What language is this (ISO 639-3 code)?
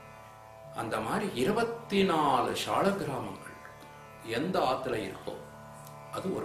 tam